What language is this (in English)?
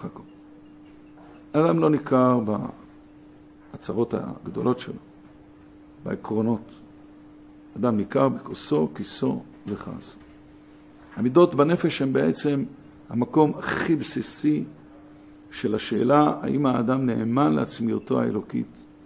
Hebrew